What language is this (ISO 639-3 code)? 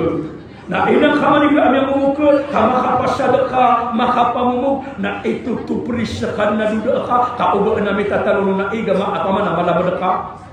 mrw